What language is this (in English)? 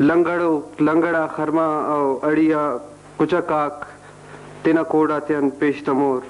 Brahui